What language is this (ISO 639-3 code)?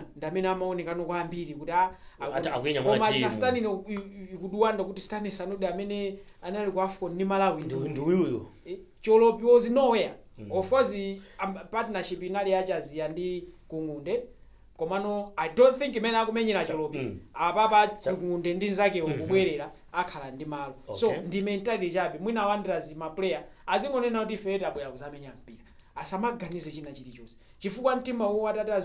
nya